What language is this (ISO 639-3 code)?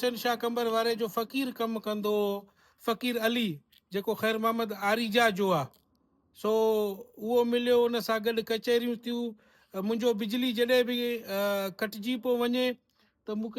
snd